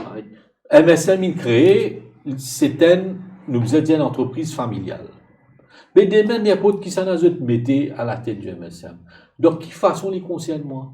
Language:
Morisyen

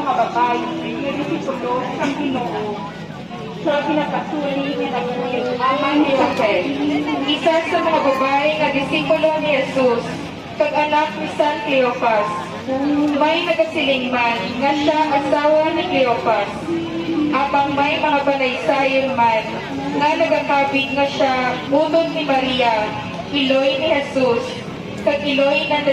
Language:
Hiligaynon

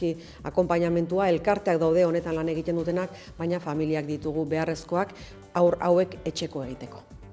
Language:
Basque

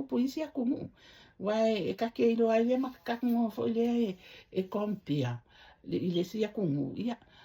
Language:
Samoan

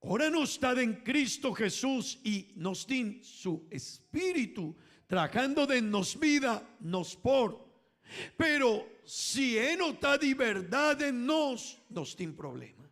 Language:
Papiamento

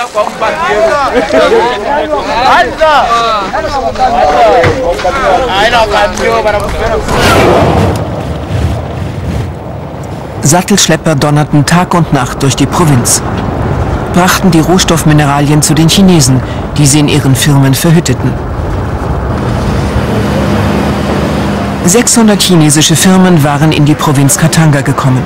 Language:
German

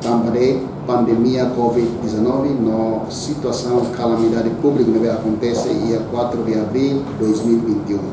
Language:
Tetum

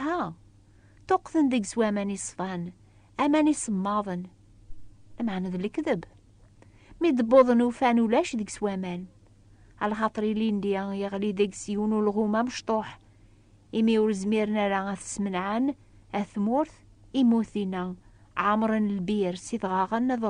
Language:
Kabyle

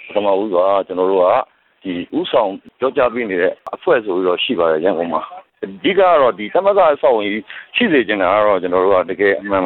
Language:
Burmese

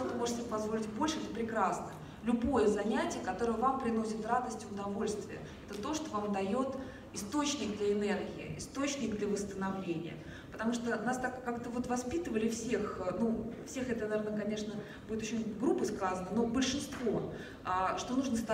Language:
Russian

